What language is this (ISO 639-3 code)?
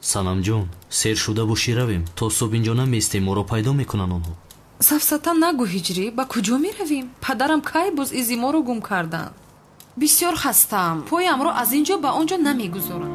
tgk